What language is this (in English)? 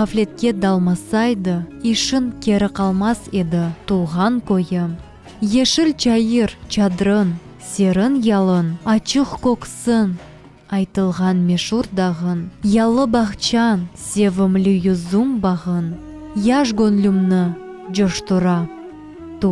Crimean Tatar